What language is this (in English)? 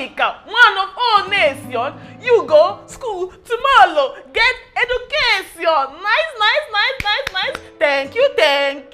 Nigerian Pidgin